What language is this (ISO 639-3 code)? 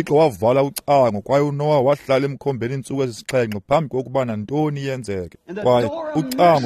xho